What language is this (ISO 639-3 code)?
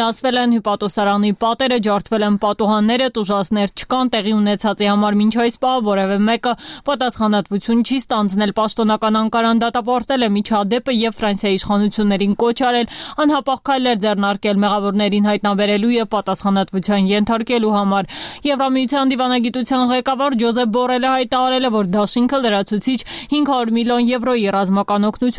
hye